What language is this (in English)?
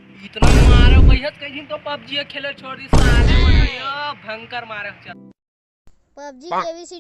Chhattisgarhi